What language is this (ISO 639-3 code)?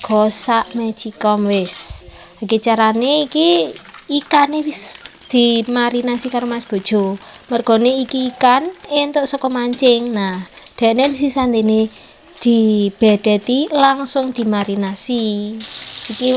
jav